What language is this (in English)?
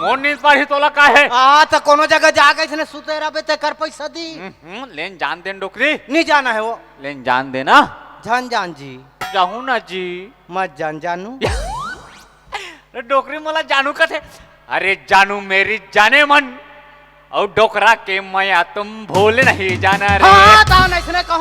Chhattisgarhi